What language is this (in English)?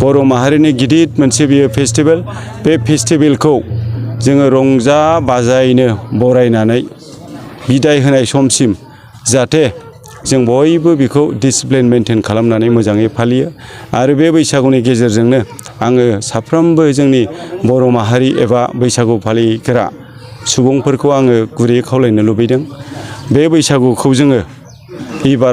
Bodo